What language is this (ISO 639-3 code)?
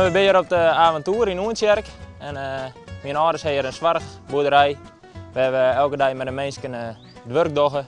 fry